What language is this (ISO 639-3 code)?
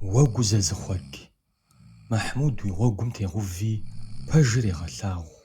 kbd